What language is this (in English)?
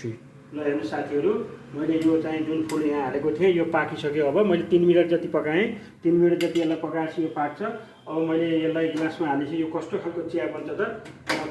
Nepali